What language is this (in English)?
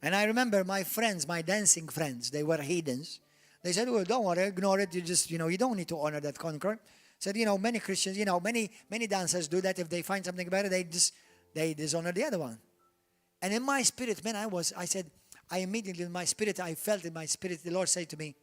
English